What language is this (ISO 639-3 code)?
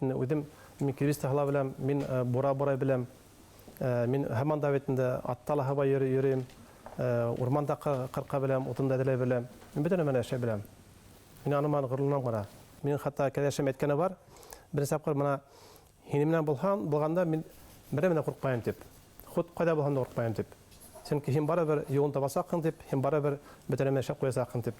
bak